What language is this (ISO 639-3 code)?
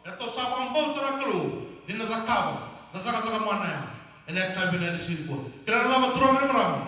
fij